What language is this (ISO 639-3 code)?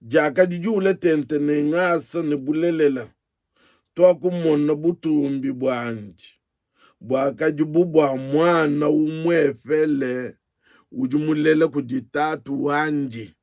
lua